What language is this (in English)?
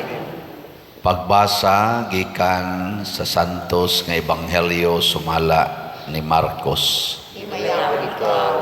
Cebuano